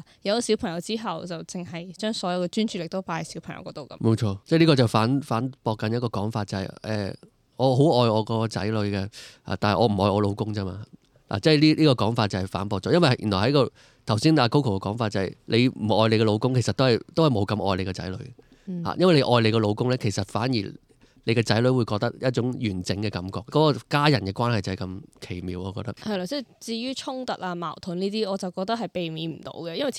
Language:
Cantonese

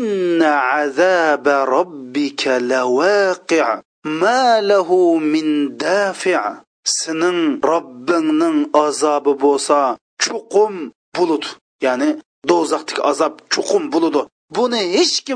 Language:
Uyghur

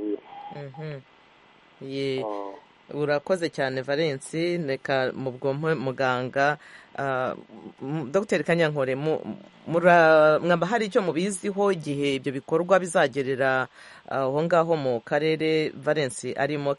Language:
Kinyarwanda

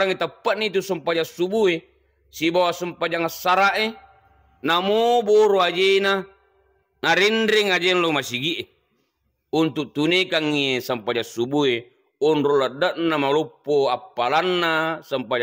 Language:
Buginese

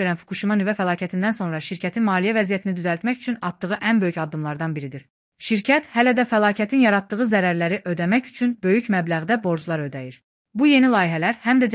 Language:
Azerbaijani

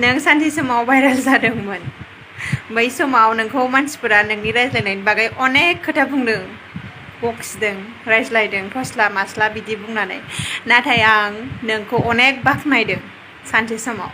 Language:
Bodo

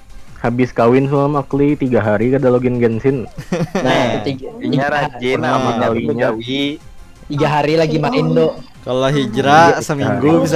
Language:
Banjar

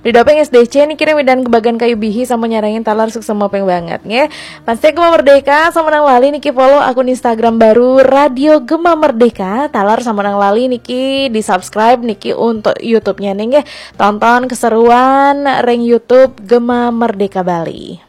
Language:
Balinese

